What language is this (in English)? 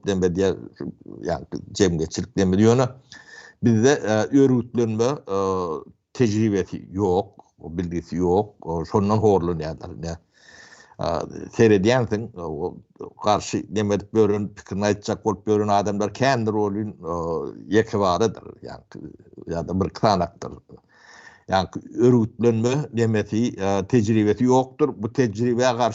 Turkmen